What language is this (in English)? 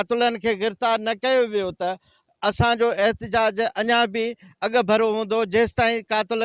Sindhi